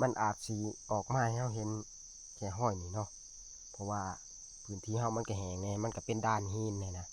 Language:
Northeastern Thai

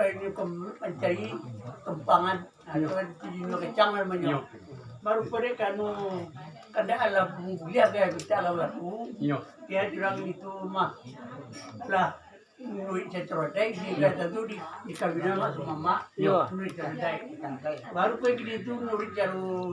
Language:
Minangkabau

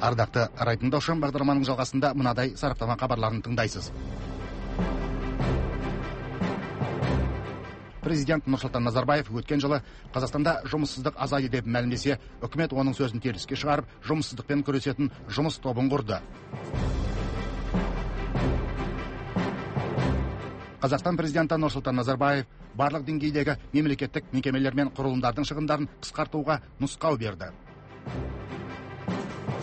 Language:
Kazakh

